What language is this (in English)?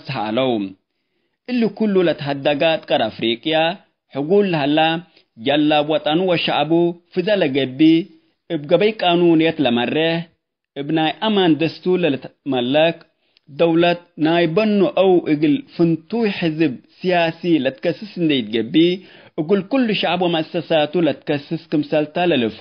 Tigre